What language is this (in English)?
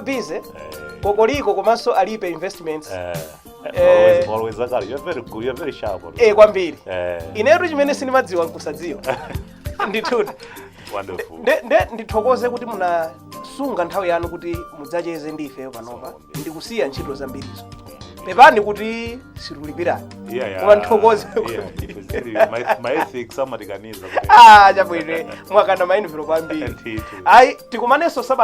Nyanja